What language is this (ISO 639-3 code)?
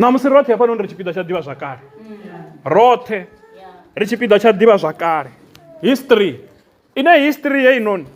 ven